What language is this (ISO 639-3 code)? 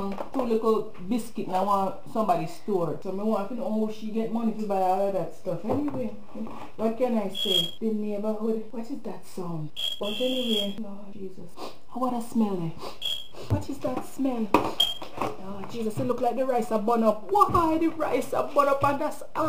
jam